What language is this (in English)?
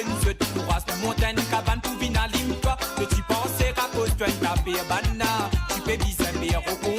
Morisyen